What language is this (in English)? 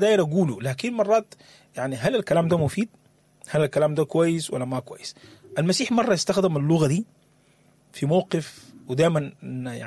Sudanese Arabic